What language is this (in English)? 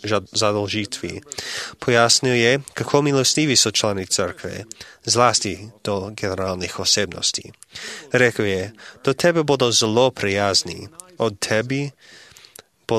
Slovenian